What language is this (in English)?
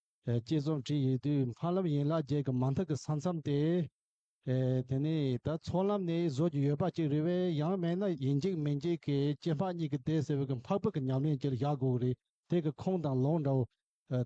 Tibetan